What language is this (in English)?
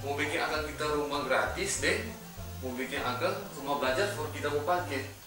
Manado Malay